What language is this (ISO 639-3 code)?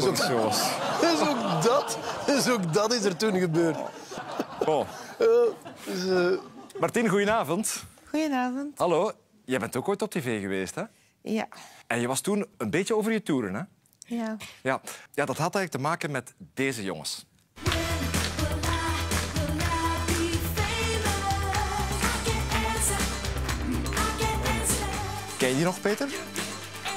nld